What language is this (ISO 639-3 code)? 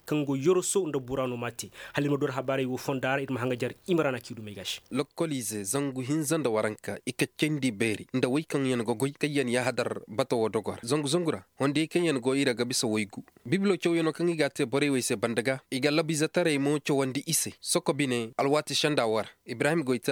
dje